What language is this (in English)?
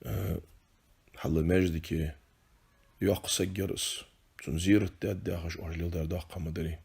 Ingush